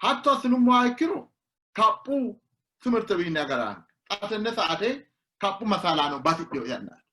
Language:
Sidamo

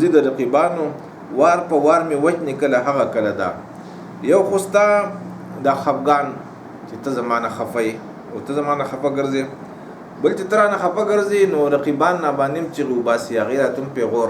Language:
Pashto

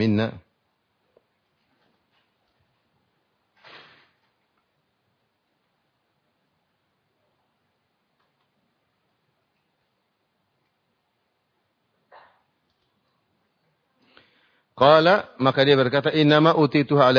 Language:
Indonesian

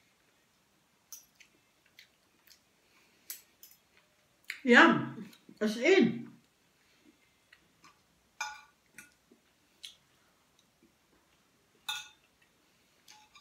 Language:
Filipino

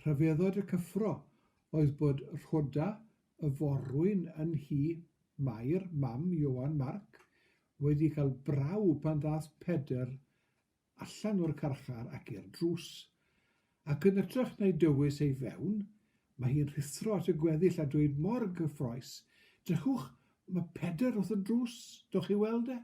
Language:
Welsh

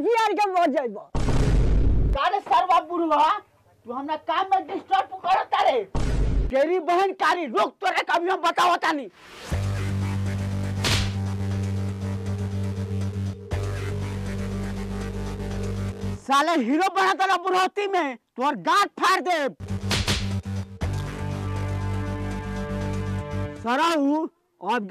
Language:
Bhojpuri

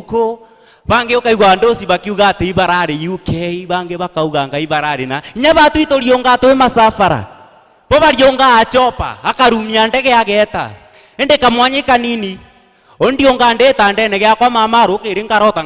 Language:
Meru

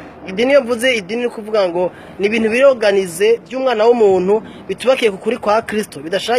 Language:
Rundi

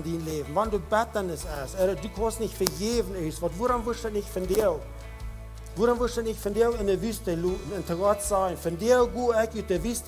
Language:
Plautdietsch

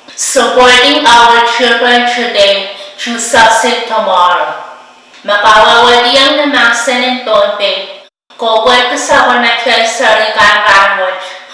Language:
Pohnpeian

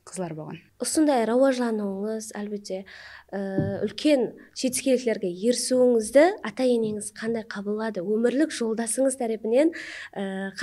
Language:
Kara-Kalpak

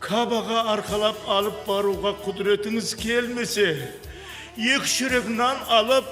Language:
Kara-Kalpak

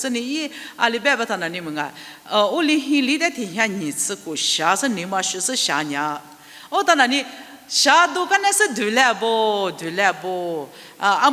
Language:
Lisu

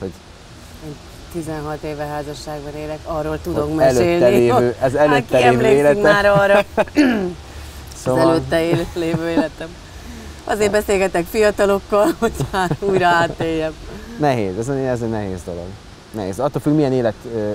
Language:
Hungarian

